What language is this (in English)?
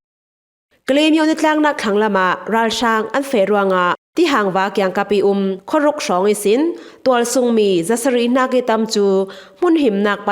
Falam Chin